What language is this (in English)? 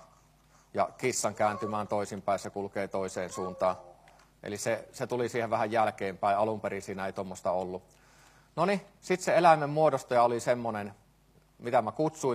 Finnish